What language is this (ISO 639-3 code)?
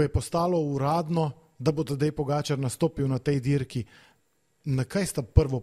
slv